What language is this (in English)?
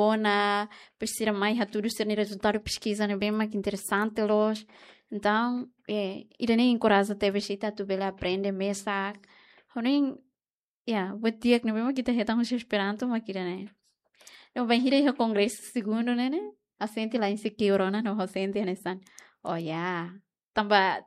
Tetum